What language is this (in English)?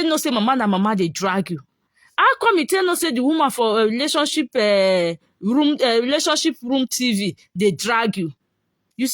Nigerian Pidgin